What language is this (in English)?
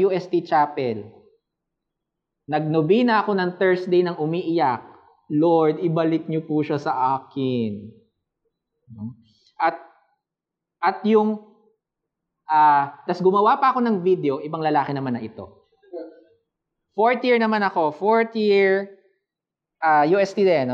Filipino